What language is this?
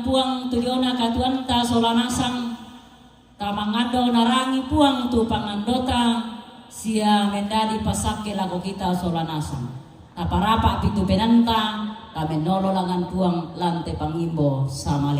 Toraja-Sa'dan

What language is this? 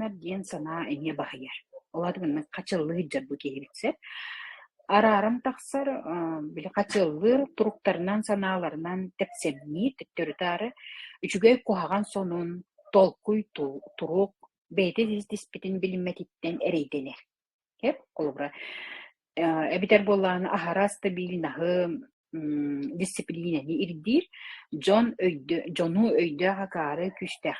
Yakut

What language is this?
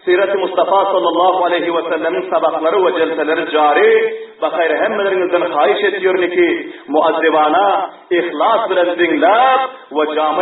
Turkmen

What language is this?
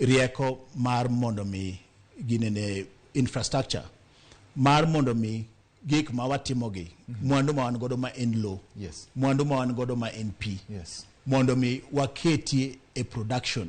Luo (Kenya and Tanzania)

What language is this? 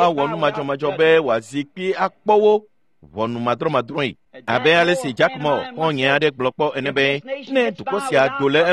Ewe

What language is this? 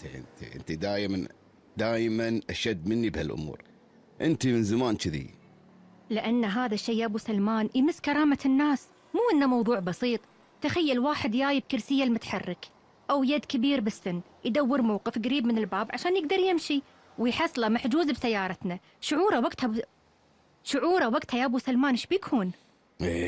Gulf Arabic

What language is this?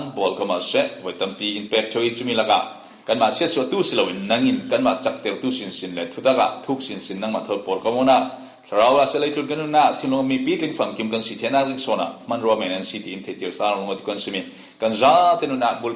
Falam Chin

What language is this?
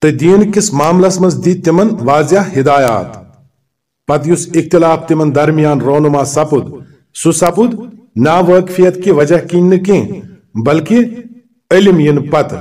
Kashmiri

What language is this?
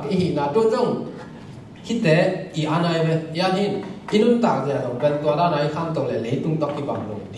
Tedim Chin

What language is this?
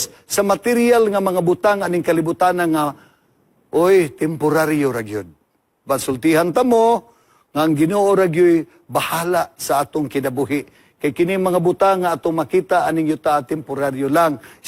Cebuano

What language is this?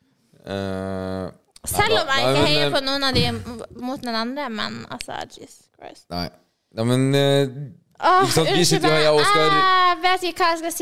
Norwegian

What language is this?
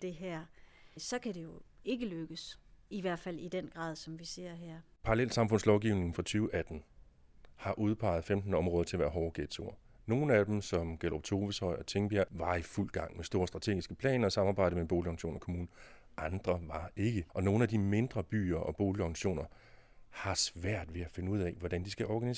Danish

